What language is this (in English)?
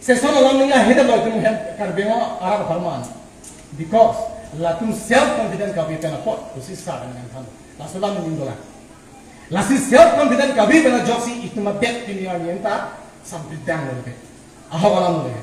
Karbi